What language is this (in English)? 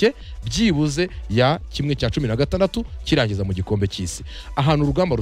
Kinyarwanda